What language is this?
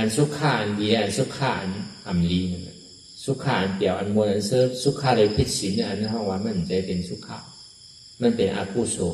Shan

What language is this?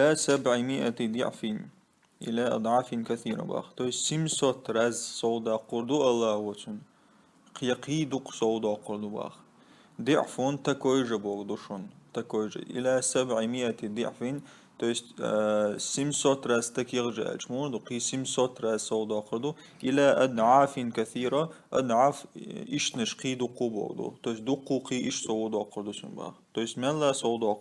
Chechen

